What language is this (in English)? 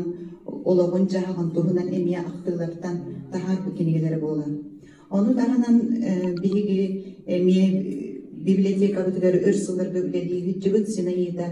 Yakut